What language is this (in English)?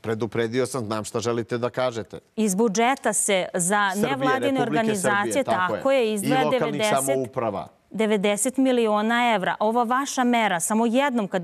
Serbian